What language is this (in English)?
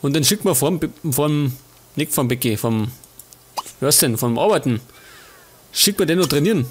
Bavarian